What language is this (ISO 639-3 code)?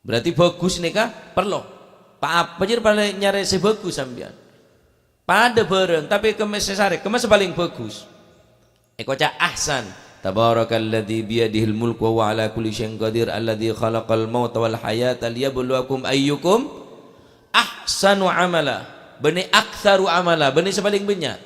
mad